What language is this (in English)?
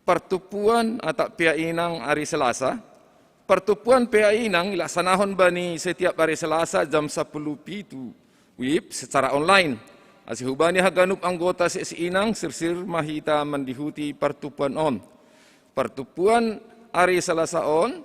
Batak Simalungun